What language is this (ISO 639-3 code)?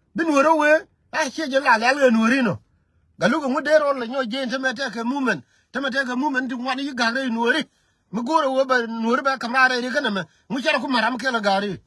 nus